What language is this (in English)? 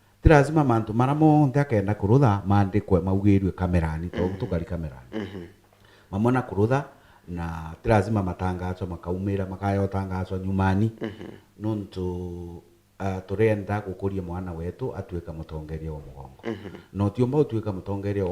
Meru